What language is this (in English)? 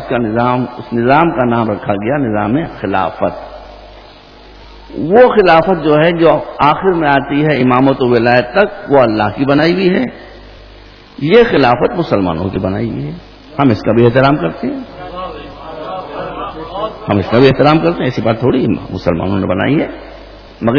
Urdu